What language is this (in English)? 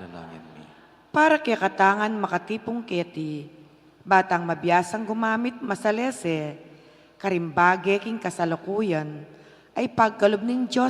Pampanga